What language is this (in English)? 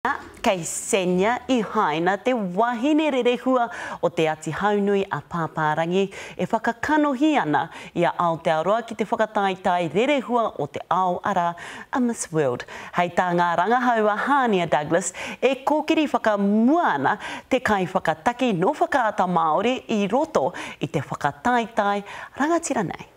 Māori